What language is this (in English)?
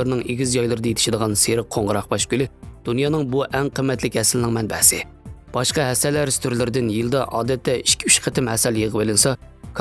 Uyghur